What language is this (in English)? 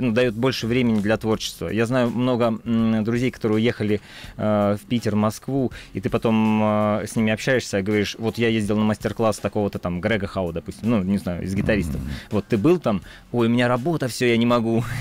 Russian